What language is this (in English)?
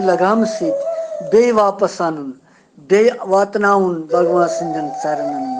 Kashmiri